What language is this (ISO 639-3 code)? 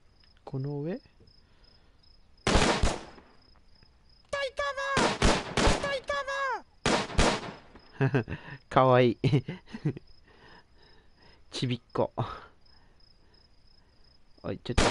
jpn